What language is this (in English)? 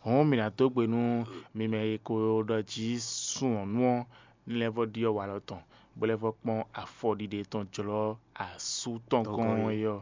Fon